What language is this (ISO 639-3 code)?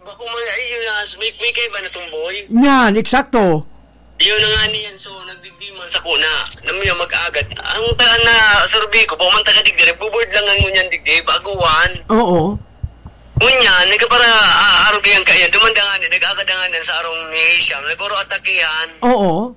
bik